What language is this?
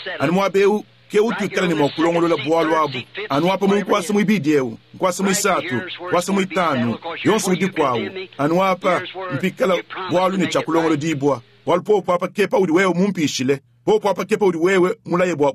Luba-Lulua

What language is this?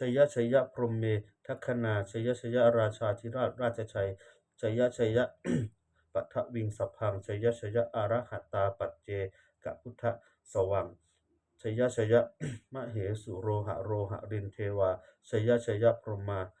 Pali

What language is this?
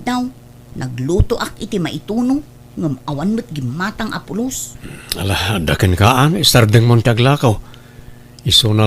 Iloko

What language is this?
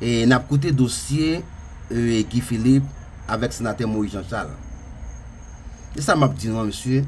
Haitian Creole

